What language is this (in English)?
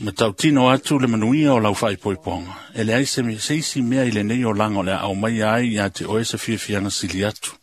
Samoan